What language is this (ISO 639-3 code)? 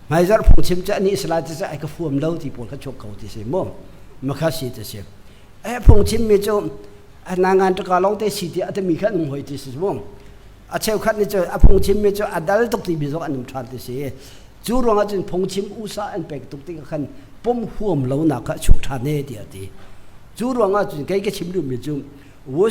cnh